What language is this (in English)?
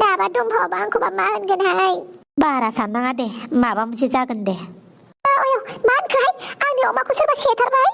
Bodo